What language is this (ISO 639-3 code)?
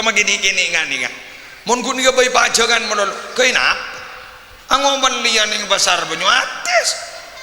mad